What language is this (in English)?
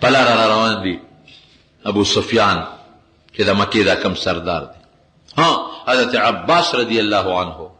Pashto